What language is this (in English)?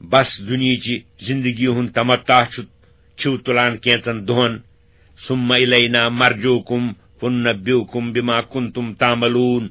Kashmiri